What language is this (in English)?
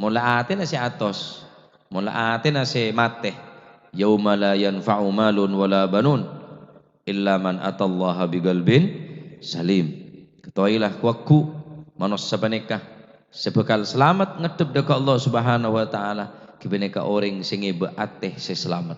Madurese